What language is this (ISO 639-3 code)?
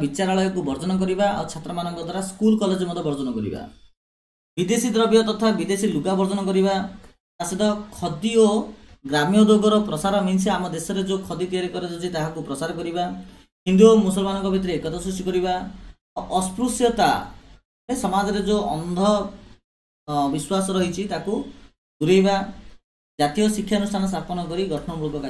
ori